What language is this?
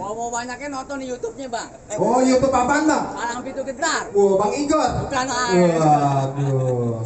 Betawi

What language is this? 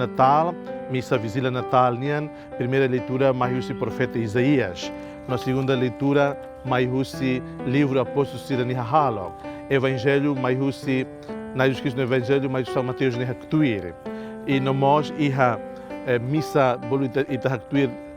Tetum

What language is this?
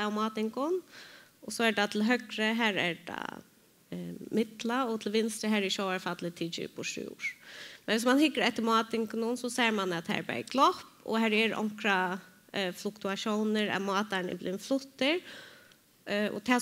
Faroese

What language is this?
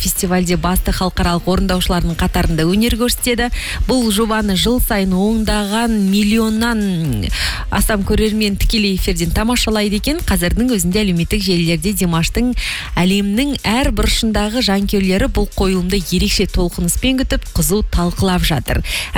Kazakh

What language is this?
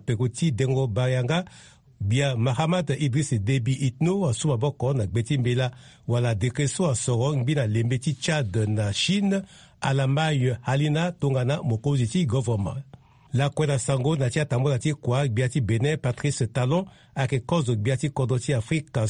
Sango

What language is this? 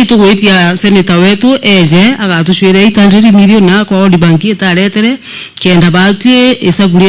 Meru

